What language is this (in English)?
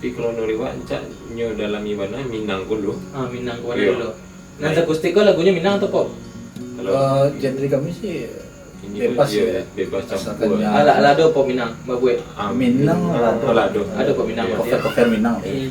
Minangkabau